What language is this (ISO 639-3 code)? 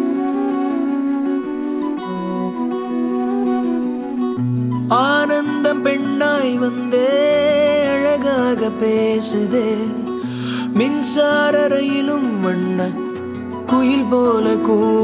tam